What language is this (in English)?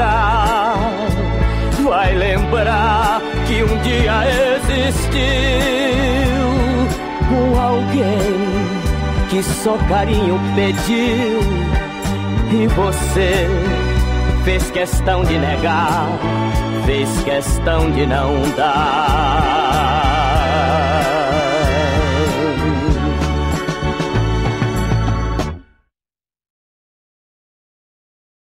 Portuguese